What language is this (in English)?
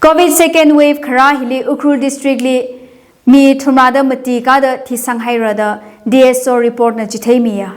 Tangkhul Naga (India)